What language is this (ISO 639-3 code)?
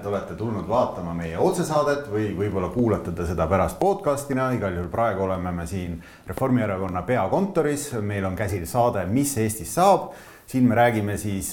est